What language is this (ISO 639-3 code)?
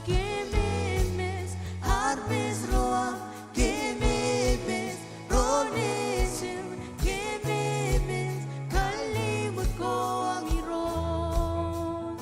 mah